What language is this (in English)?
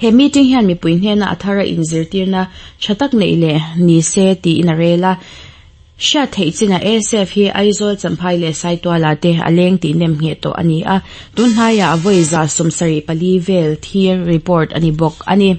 Mizo